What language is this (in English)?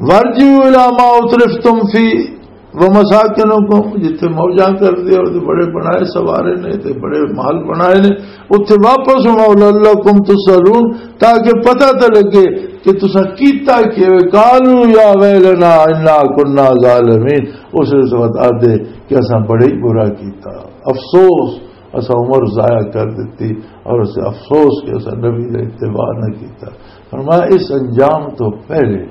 Western Panjabi